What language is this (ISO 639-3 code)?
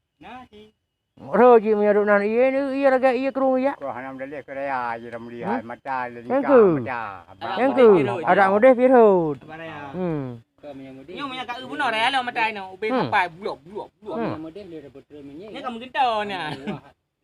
ace